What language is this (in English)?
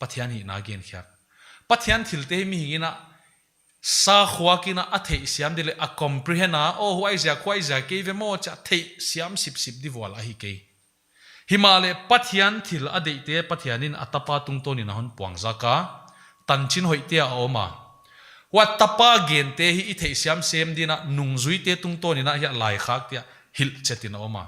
Paite Chin